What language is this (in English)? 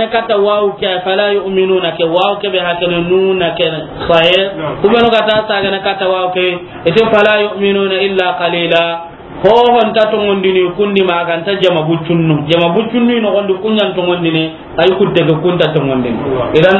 Soninke